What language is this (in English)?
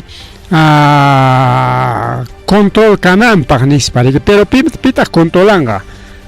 Ayacucho Quechua